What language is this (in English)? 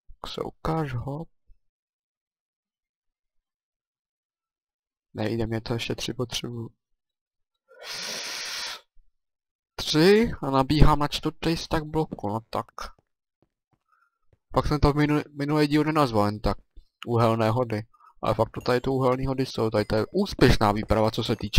Czech